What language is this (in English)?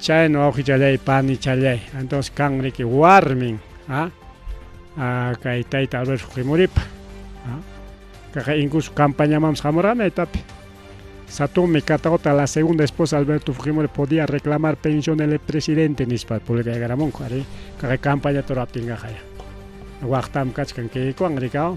Ayacucho Quechua